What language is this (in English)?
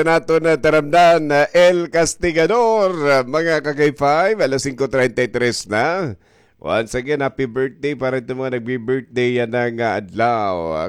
Waray